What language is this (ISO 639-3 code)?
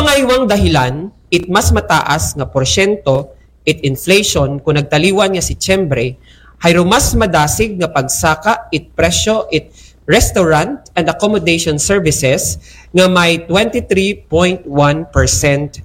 akl